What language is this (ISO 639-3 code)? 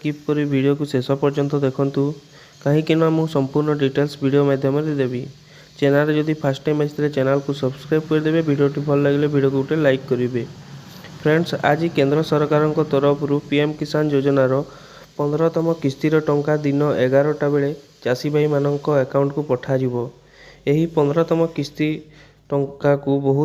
ori